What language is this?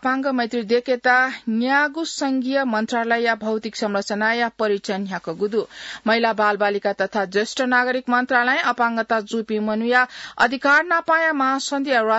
Newari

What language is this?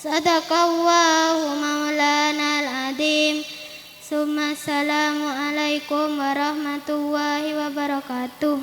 Madurese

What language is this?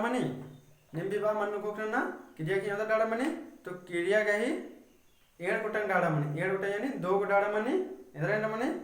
Kurukh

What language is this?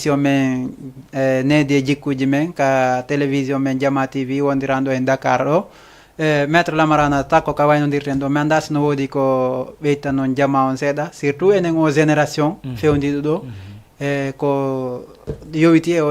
Fula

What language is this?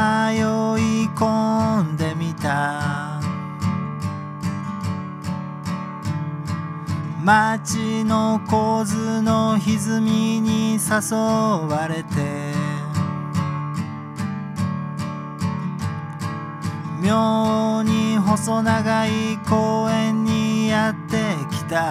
Japanese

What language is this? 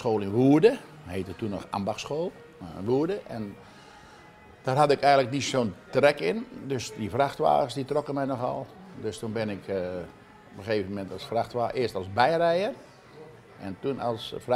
Dutch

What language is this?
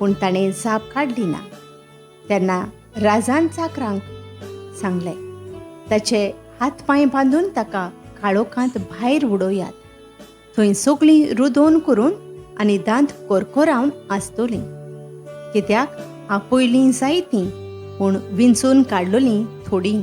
Konkani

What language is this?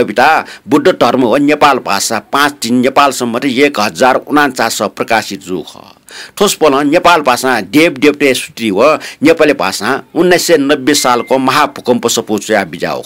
Newari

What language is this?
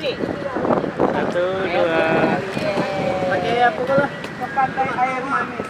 Minangkabau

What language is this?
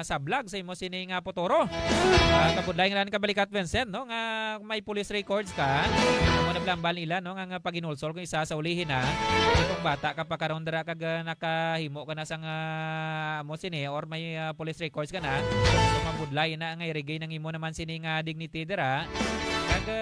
Hiligaynon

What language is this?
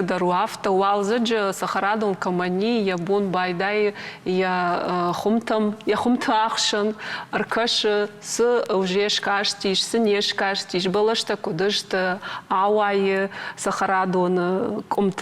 Ossetic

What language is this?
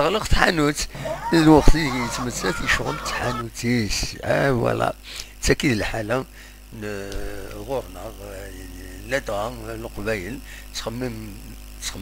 Kabyle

